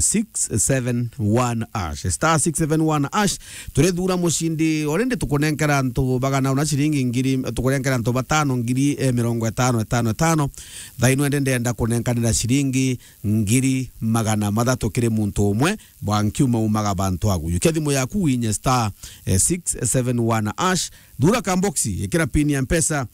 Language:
Meru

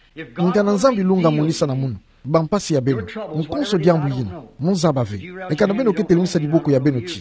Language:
Kituba (Democratic Republic of Congo)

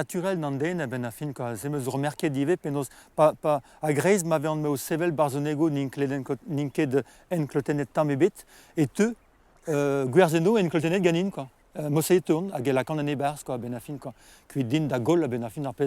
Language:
Breton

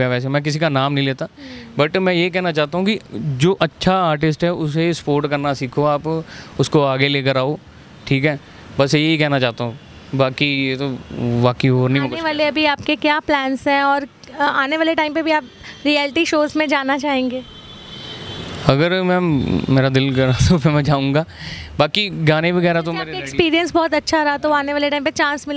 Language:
Hindi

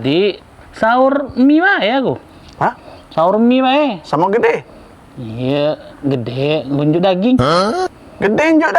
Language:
Musi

